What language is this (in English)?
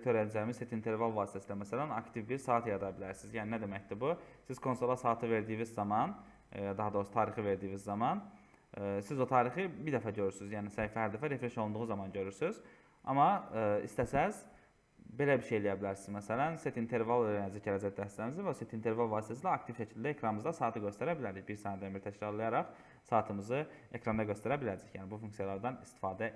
Azerbaijani